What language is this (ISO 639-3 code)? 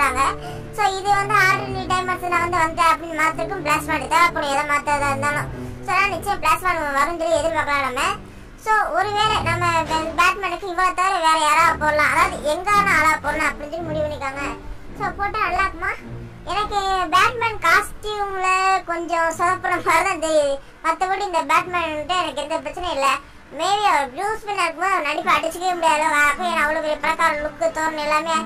tam